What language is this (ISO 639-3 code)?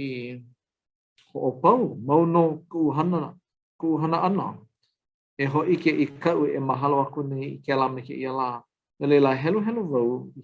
haw